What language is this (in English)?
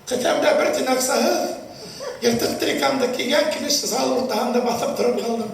Bashkir